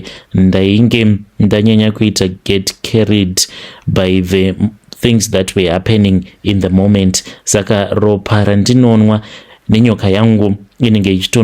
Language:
Shona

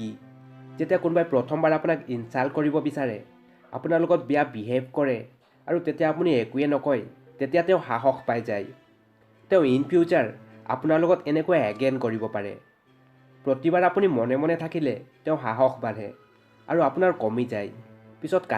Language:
Assamese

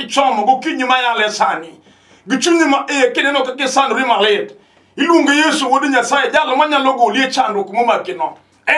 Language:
Luo (Kenya and Tanzania)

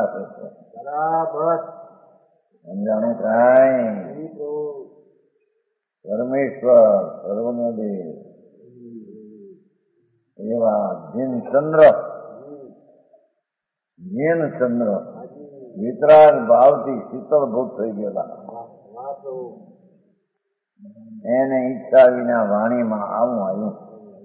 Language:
Gujarati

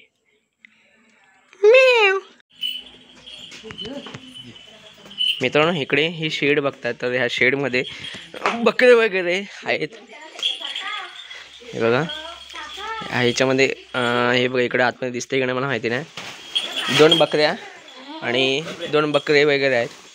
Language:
Marathi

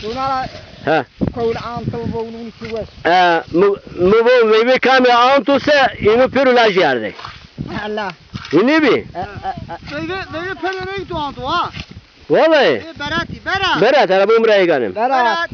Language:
Zaza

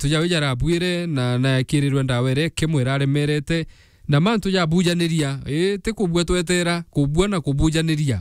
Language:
Meru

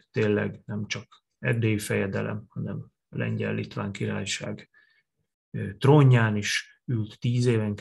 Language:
Hungarian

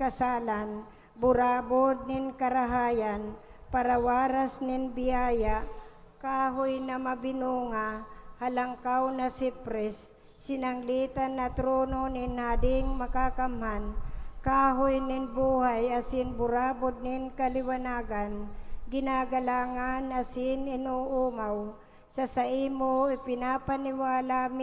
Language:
Bikol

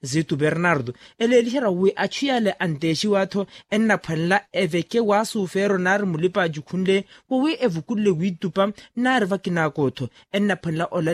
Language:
Makhuwa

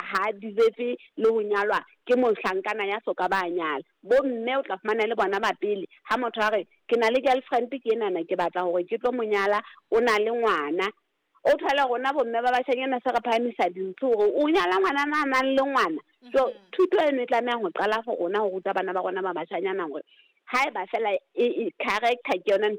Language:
Southern Sotho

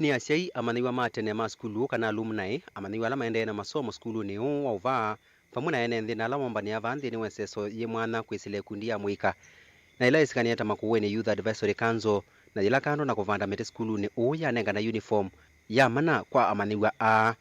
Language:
Kamba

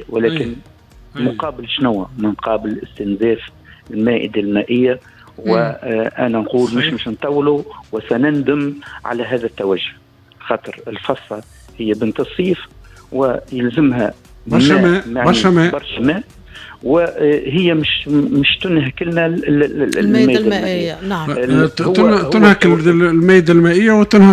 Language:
Tunisian Arabic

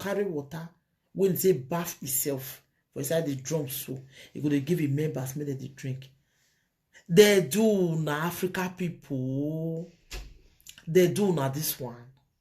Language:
Nigerian Pidgin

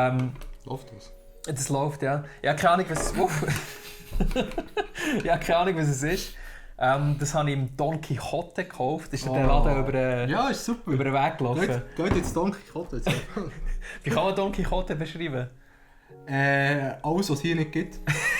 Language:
Swiss German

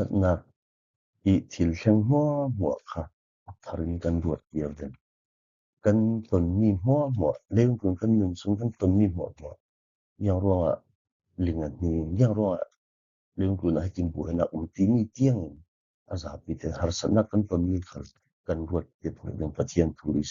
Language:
Falam Chin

